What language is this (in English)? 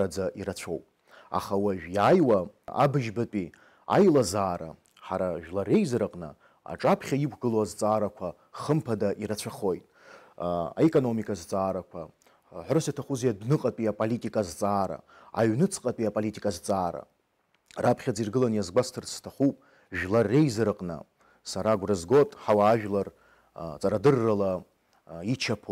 Abkhazian